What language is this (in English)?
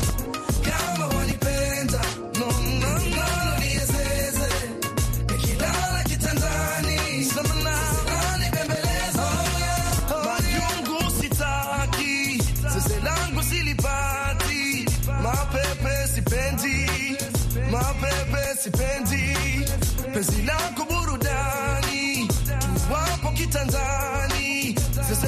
Swahili